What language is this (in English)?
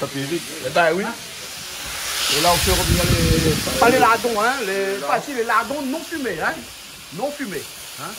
Réunion Creole French